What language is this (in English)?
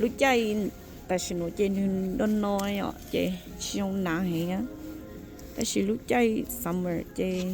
Hmong